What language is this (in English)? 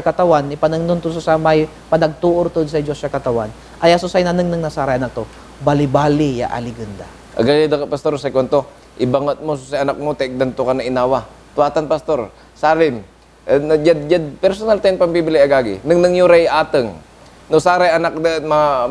Pangasinan